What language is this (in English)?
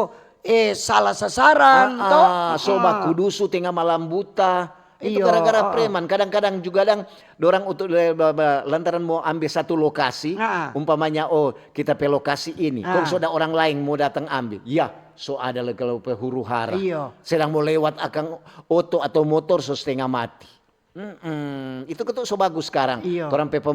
Manado Malay